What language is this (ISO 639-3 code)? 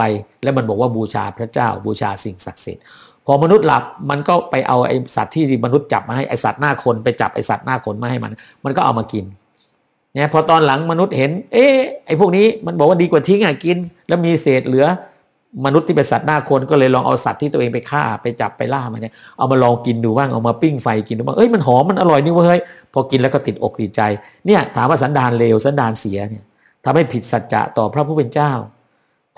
tha